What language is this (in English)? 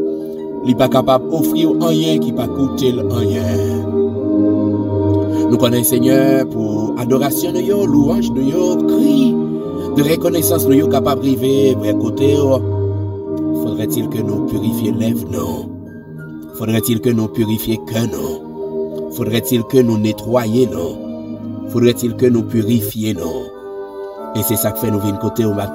French